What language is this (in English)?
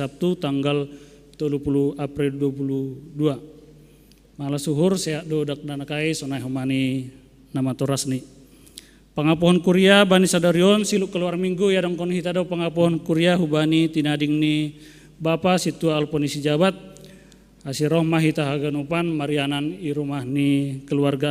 Batak Simalungun